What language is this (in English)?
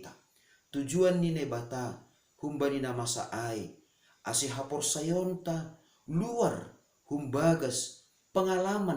Batak Simalungun